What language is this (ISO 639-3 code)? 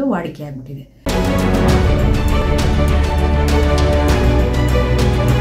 kan